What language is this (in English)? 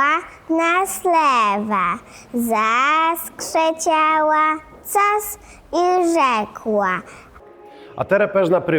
Kashubian